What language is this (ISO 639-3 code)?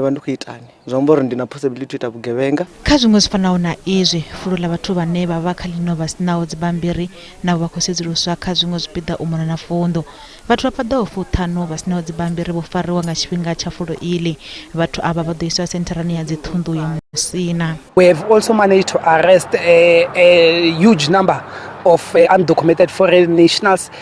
ven